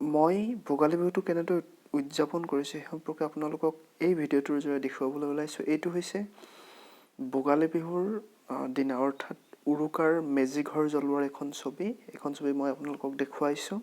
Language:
Assamese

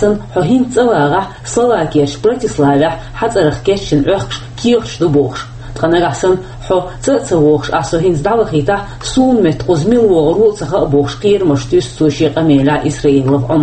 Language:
Chechen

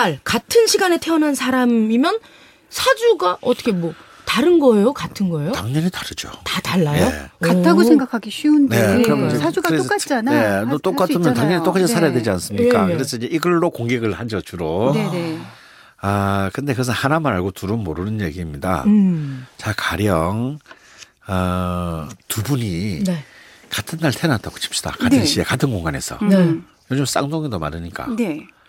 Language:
Korean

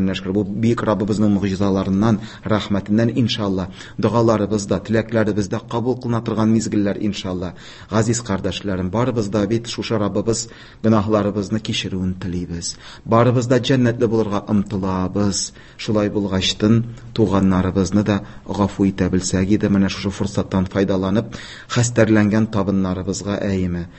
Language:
Tatar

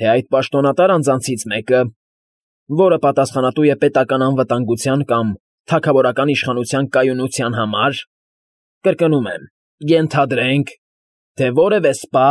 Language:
Armenian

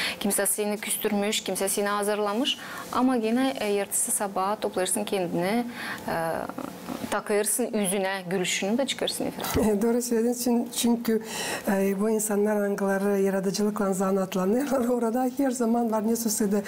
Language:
Gagauz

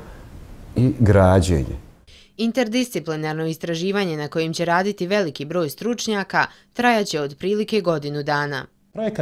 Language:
Bosnian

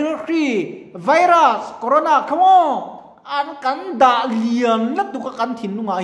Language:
Mizo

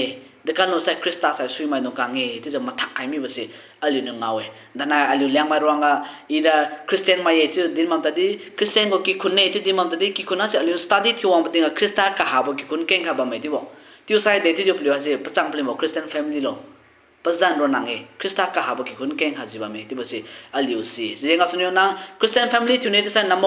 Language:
Liangmai Naga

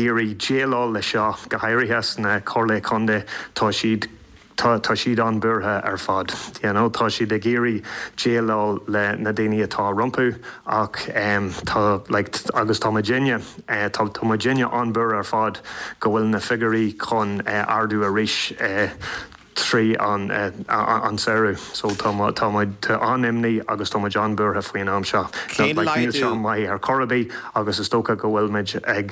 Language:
Irish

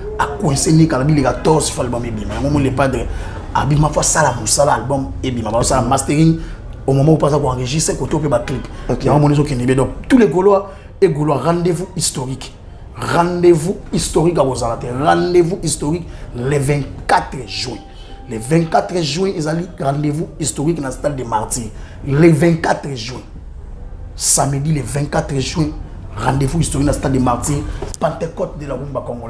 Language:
Lingala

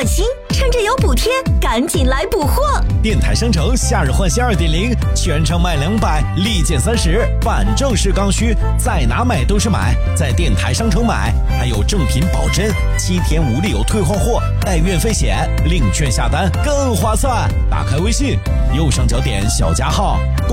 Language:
Chinese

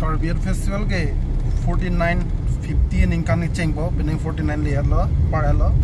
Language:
Karbi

